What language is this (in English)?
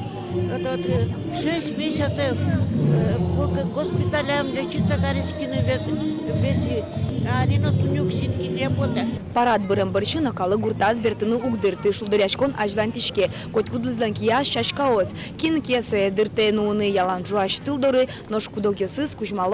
Udmurt